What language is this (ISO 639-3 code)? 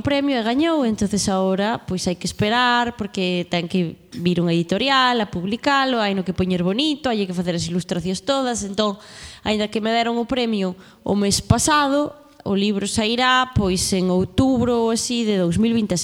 glg